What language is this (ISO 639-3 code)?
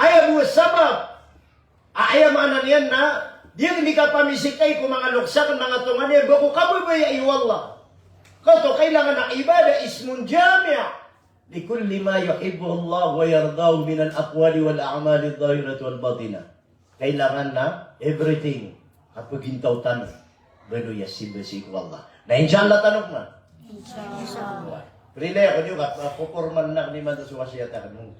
mrw